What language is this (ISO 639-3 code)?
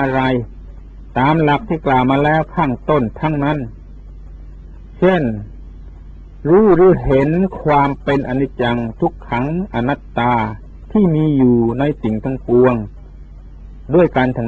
tha